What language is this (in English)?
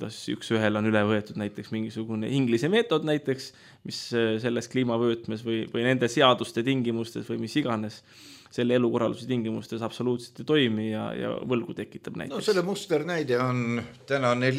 Estonian